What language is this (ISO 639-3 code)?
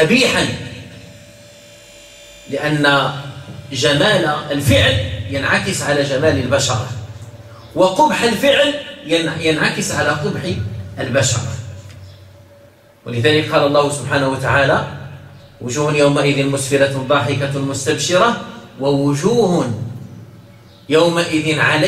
ara